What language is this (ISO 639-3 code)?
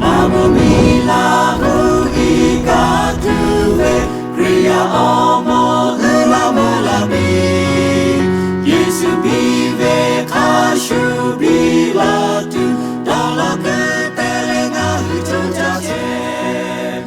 lhu